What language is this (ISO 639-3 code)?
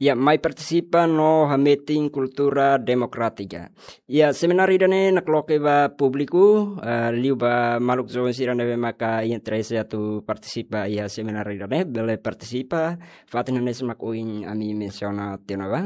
tet